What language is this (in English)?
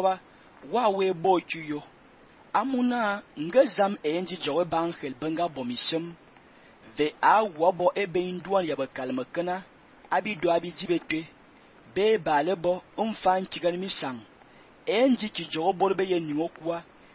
Fang